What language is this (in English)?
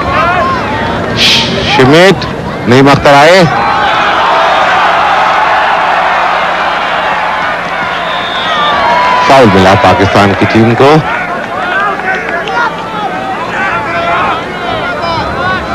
Hindi